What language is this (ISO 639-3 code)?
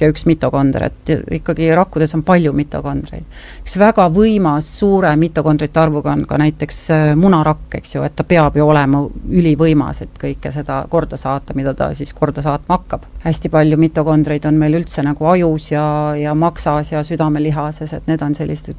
est